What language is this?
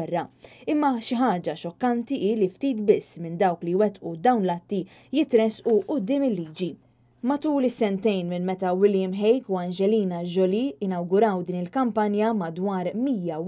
Maltese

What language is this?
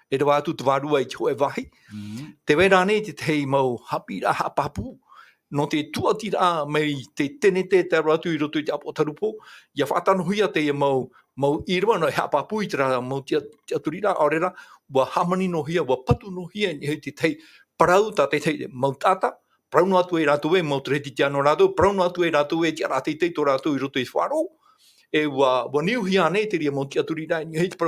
Tahitian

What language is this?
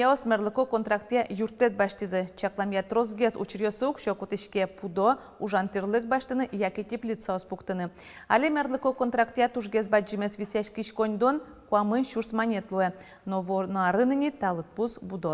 Udmurt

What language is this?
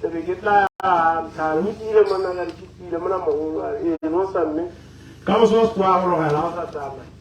Tswana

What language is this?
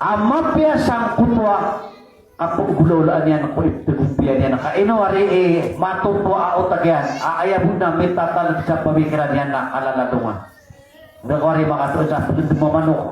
Maranao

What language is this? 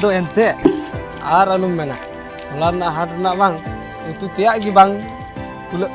Santali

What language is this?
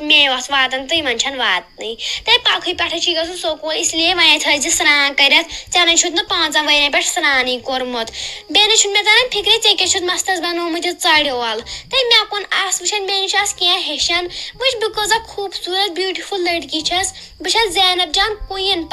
Kashmiri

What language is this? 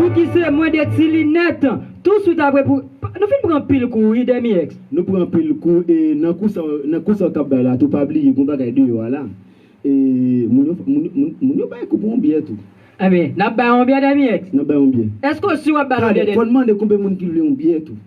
Haitian Creole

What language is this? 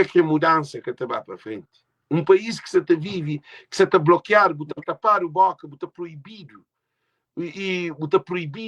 Kabuverdianu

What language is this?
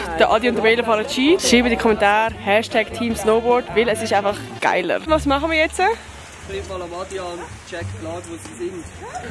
Swiss German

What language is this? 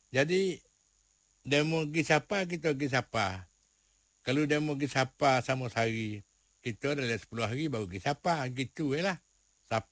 Malay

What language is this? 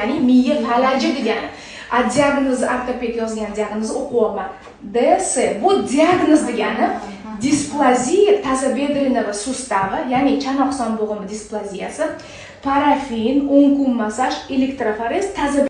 Uzbek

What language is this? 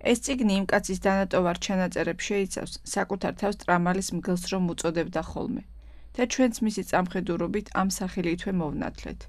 Georgian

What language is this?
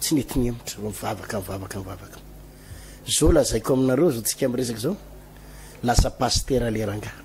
Malagasy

